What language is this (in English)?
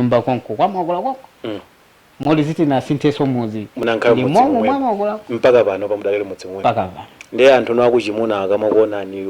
Nyanja